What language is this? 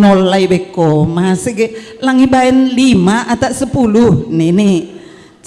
Batak Simalungun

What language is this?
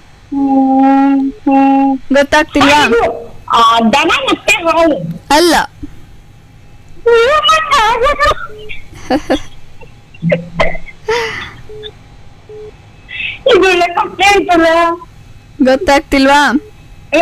Kannada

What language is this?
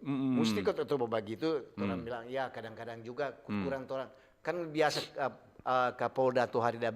Manado Malay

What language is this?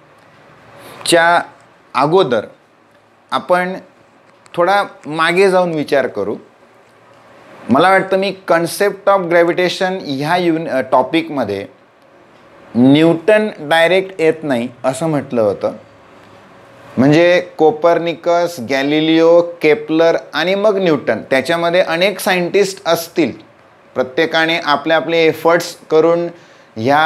Marathi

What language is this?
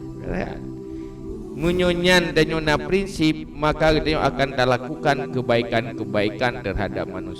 Achinese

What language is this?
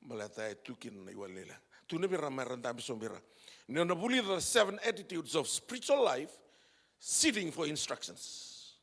Fijian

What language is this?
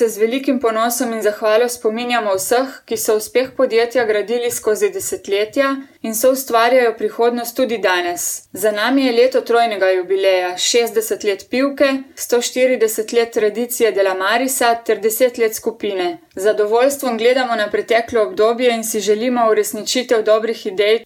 Slovenian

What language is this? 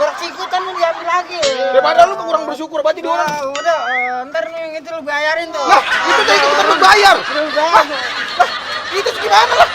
Betawi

